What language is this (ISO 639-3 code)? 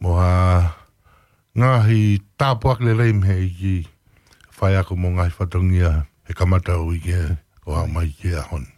ton